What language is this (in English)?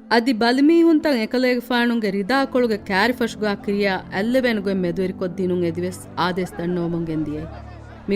Divehi